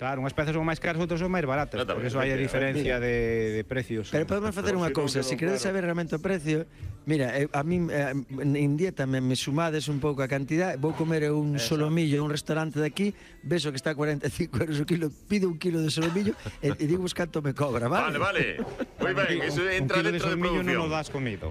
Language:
Galician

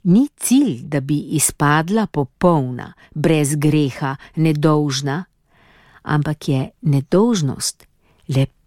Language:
Slovenian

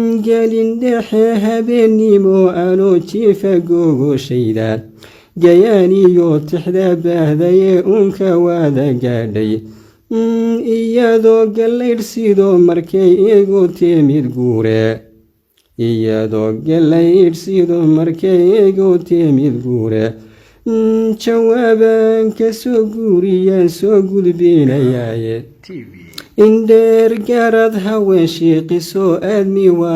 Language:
Somali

